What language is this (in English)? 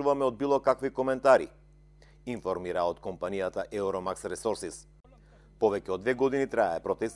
Macedonian